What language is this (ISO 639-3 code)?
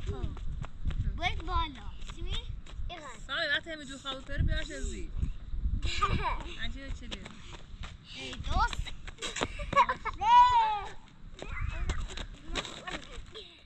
fas